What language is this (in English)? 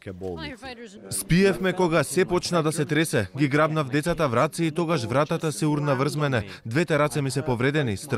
Macedonian